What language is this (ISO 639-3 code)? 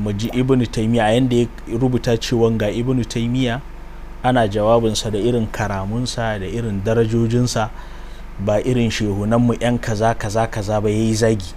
hau